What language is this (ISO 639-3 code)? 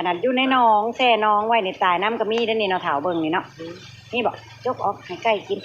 tts